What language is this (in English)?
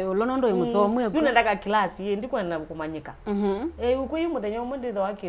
Kamba